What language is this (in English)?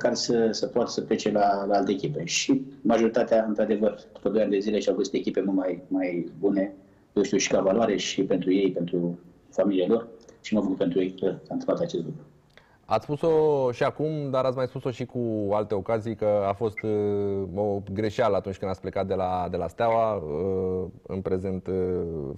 Romanian